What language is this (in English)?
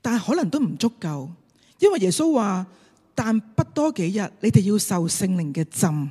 Cantonese